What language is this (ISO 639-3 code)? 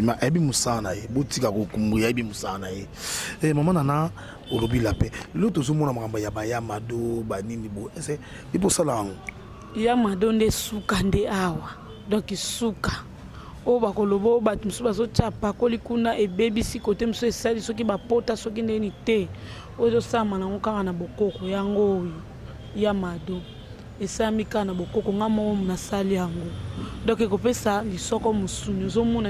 lin